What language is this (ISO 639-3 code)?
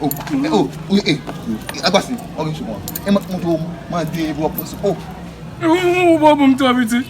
hat